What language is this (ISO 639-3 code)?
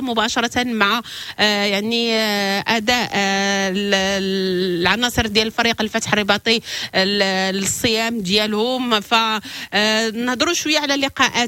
ary